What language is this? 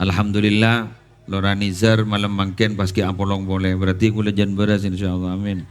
Madurese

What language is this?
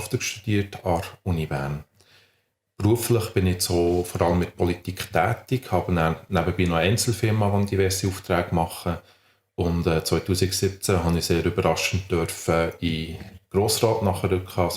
Swiss German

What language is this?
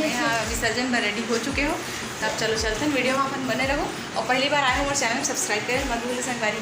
Chhattisgarhi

